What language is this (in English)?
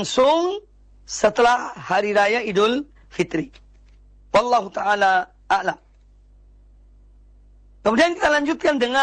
Indonesian